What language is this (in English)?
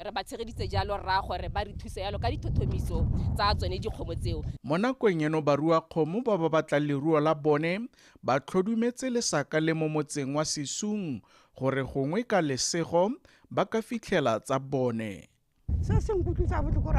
Tswana